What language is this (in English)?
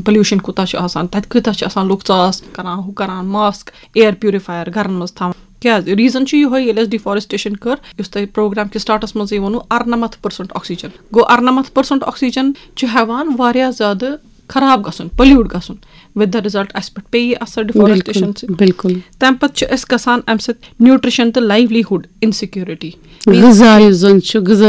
Kashmiri